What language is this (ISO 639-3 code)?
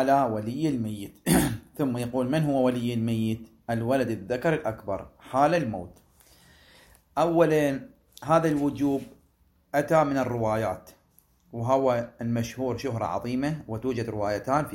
ara